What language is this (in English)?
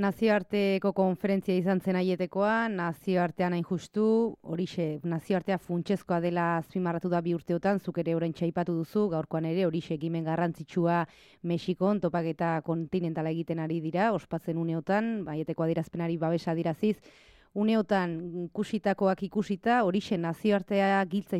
Basque